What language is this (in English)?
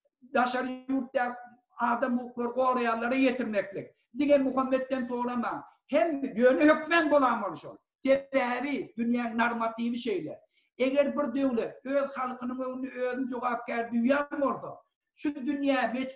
Turkmen